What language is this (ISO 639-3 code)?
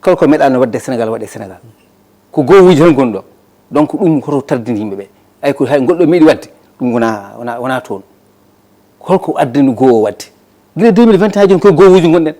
ful